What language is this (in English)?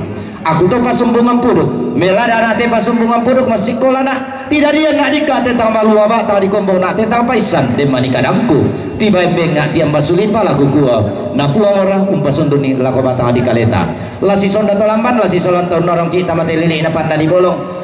Toraja-Sa'dan